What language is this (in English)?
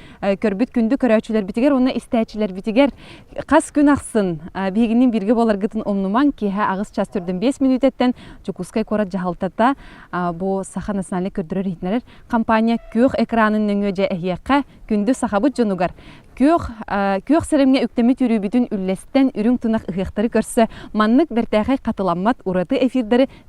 Yakut